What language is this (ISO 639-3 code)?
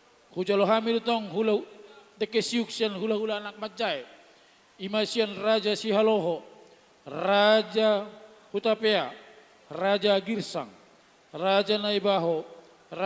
bbc